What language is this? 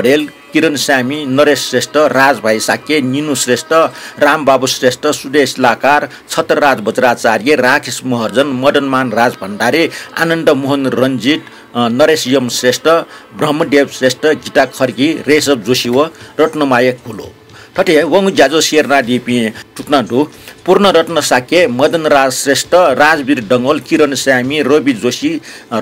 Newari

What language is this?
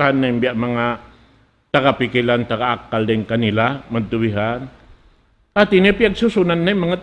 Tausug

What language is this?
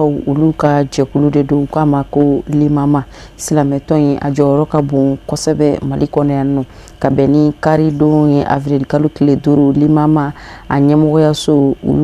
Bambara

